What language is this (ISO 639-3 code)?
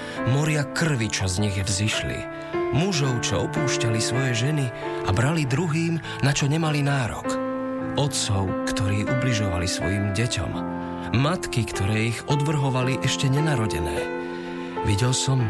slk